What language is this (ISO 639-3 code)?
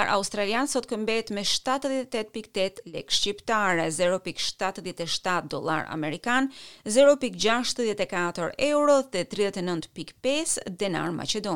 sqi